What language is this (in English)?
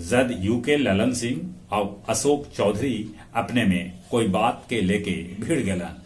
Magahi